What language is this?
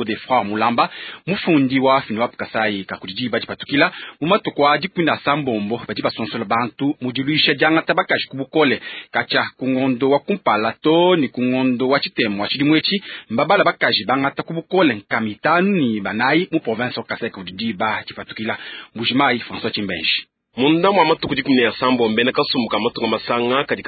Luba-Lulua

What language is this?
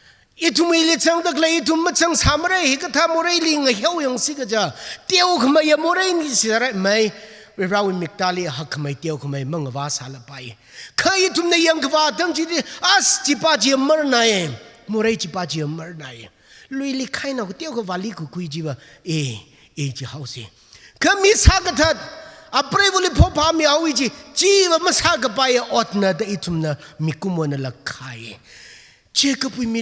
Tangkhul Naga (India)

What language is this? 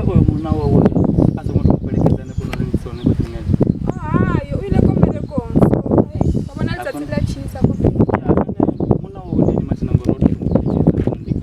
Venda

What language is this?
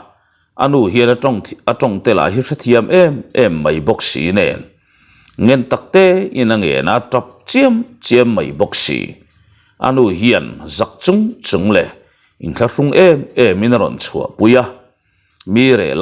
Mizo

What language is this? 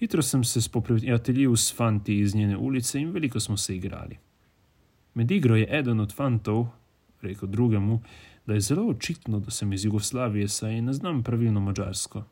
Slovenian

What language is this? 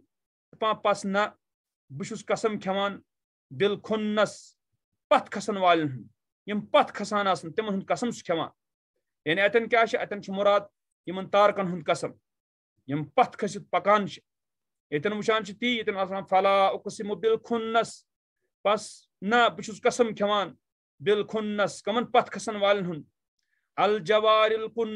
Kashmiri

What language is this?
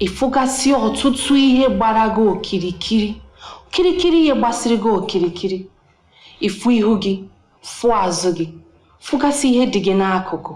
Igbo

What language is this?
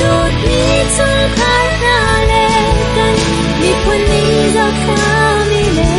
Hakha Chin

